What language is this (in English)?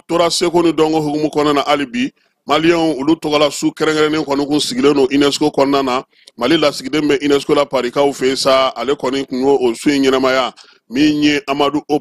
Bambara